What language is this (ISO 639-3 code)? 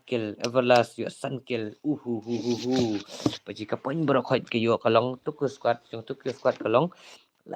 kha